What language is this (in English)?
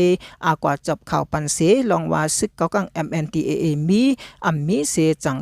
Shan